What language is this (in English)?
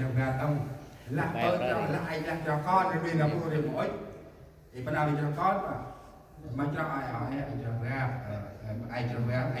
Central Mnong